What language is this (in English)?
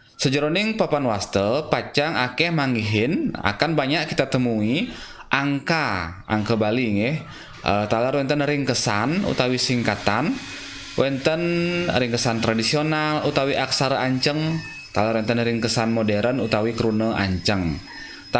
Balinese